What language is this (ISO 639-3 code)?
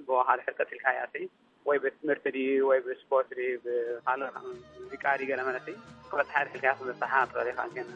tir